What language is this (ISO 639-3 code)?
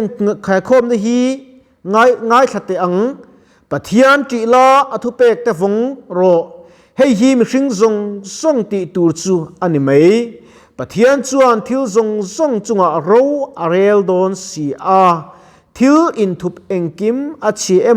lus